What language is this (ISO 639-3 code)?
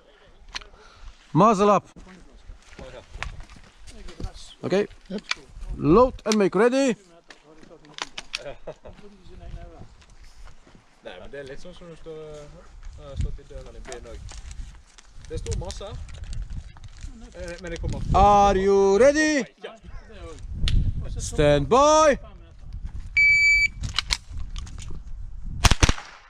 nor